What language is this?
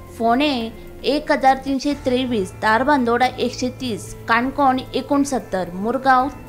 Konkani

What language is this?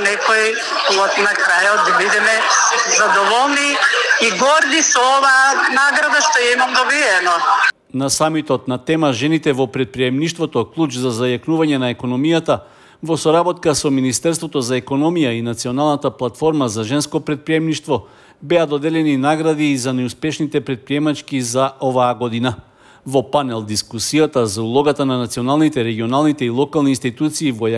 Macedonian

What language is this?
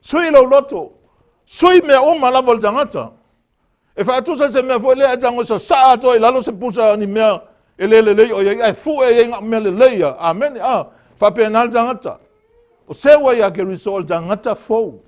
Samoan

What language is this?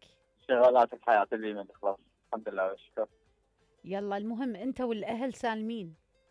Mesopotamian Arabic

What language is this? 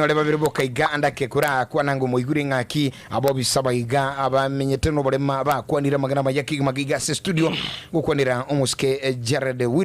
Gusii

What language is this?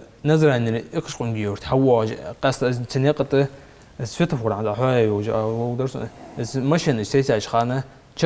Ingush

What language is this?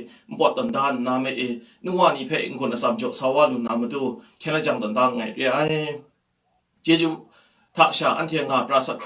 Kachin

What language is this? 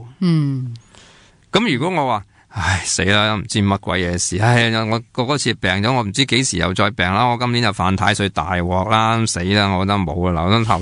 Cantonese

